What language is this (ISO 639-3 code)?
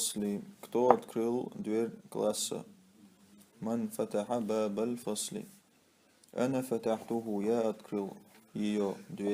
che